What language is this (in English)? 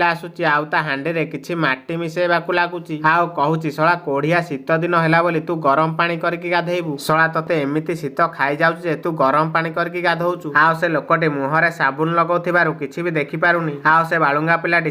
Odia